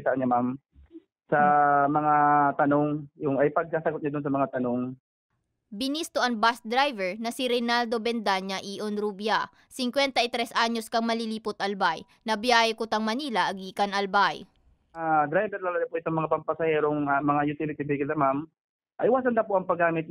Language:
Bikol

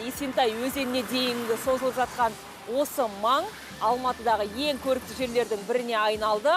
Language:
Kazakh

